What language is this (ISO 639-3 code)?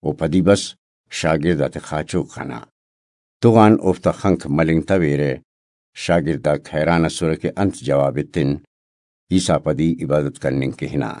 brh